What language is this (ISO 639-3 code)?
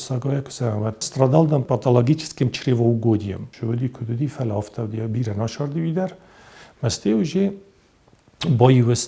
oss